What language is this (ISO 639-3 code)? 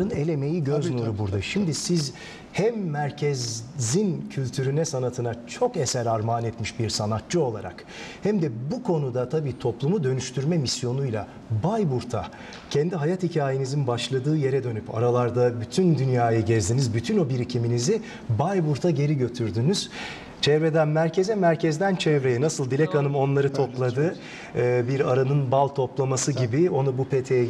tur